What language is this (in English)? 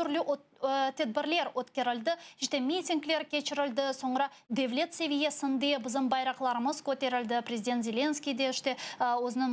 Crimean Tatar